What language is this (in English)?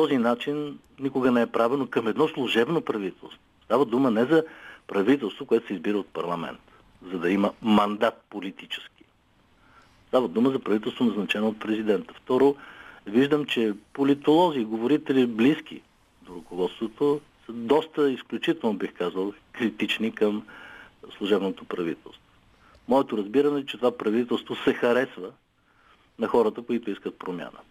Bulgarian